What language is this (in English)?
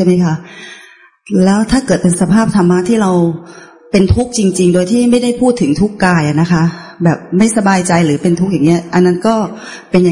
Thai